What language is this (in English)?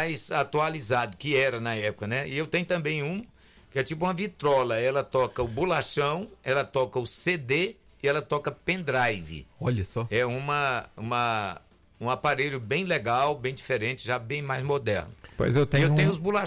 Portuguese